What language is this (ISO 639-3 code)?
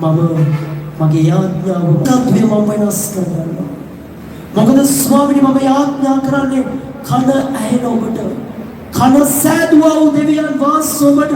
sin